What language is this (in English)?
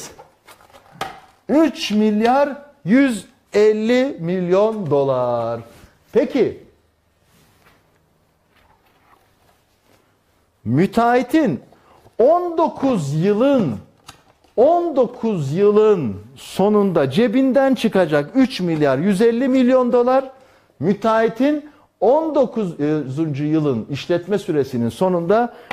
Turkish